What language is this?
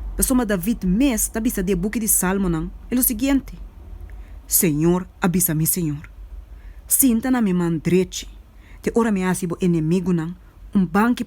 Papiamento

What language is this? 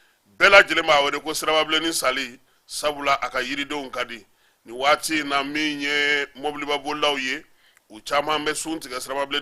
Bambara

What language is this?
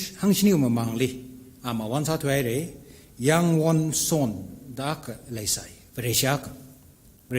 Tangkhul Naga (India)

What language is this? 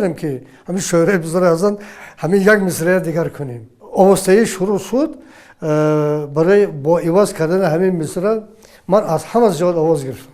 Tajik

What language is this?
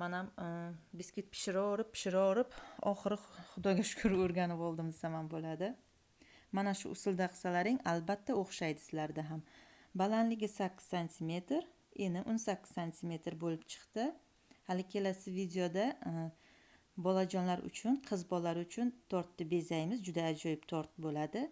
Uzbek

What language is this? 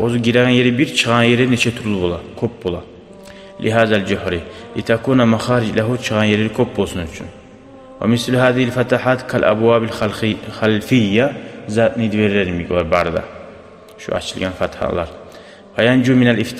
Kumyk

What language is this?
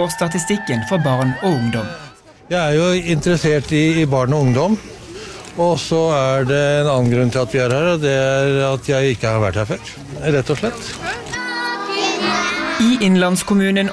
Norwegian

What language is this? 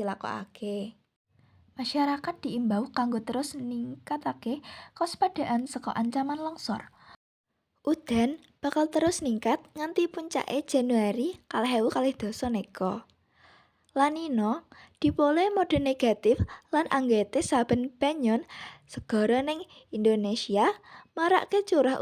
Javanese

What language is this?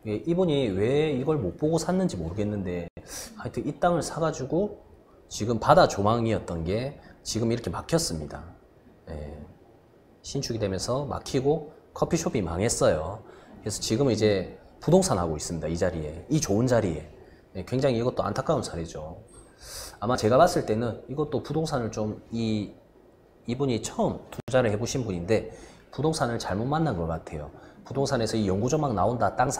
Korean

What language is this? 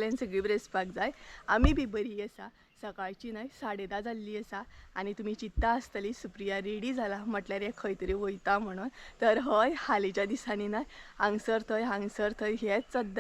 Konkani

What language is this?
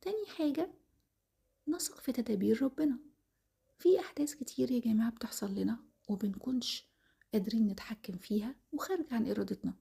Egyptian Arabic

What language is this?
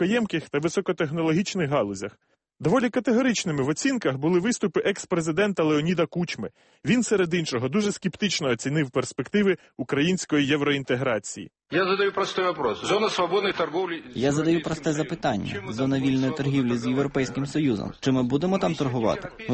Ukrainian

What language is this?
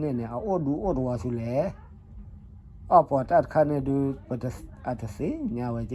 S'gaw Karen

